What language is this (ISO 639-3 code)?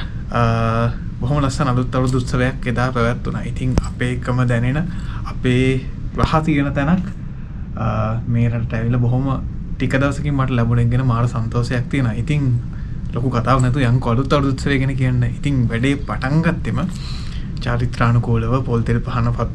sin